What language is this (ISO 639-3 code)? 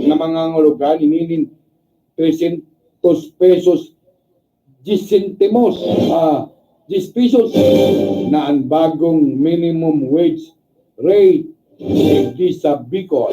bik